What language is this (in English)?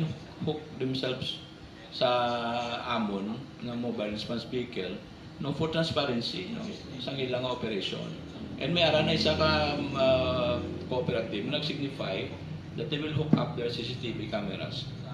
Hiligaynon